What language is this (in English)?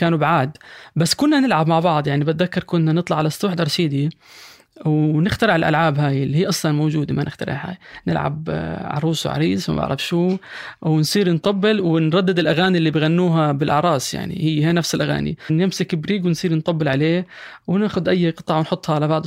North Levantine Arabic